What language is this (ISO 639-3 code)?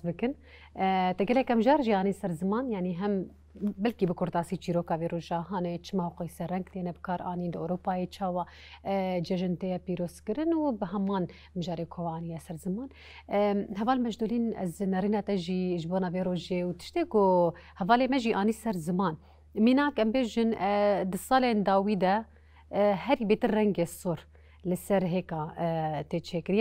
kur